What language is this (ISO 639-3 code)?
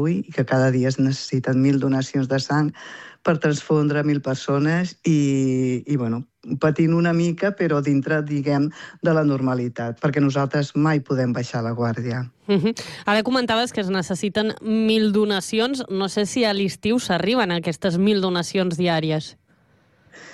cat